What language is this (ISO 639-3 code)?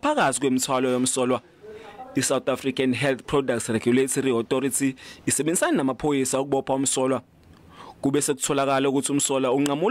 zul